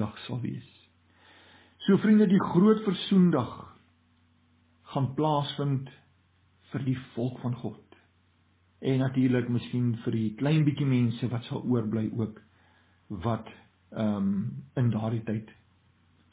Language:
Afrikaans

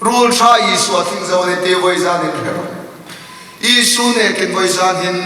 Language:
Hmar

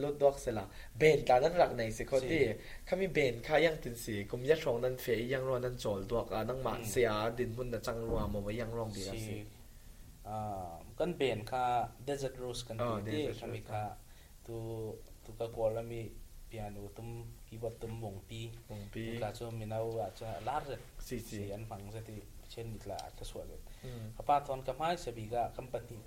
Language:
Falam Chin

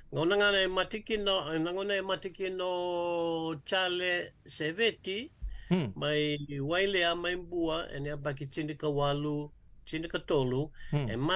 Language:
Fijian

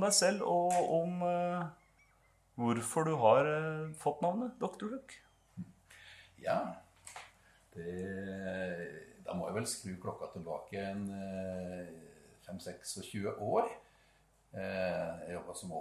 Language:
Norwegian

